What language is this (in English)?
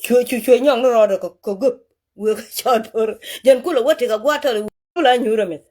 Nuer